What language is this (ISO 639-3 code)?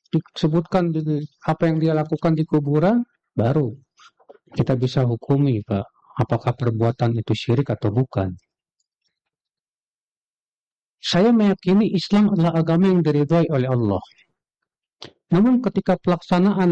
ind